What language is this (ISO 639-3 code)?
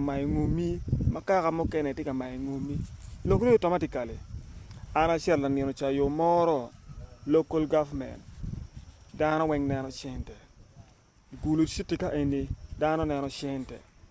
ach